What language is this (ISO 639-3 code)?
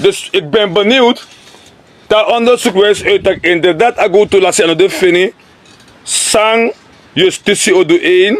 srn